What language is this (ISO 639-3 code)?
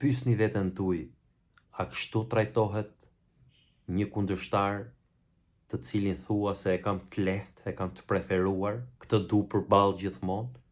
sqi